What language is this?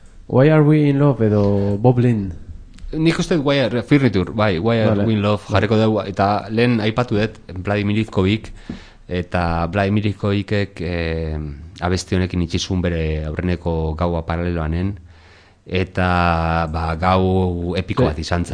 Basque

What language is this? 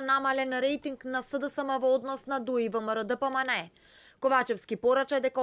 Macedonian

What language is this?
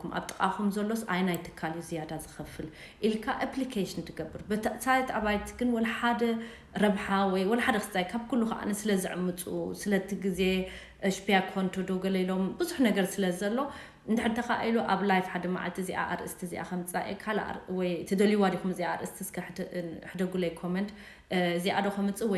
Tigrinya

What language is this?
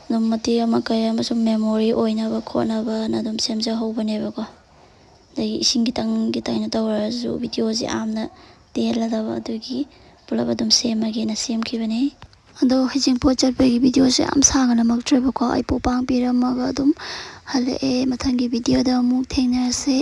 Manipuri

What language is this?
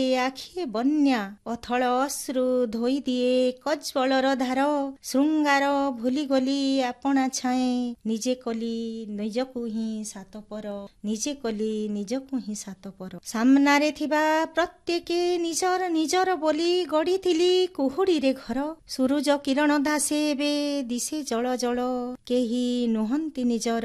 Odia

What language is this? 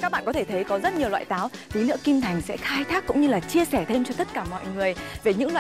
Vietnamese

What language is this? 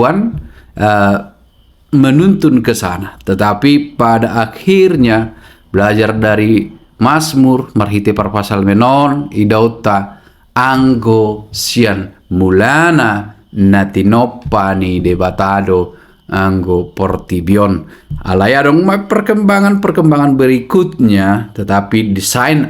Batak Toba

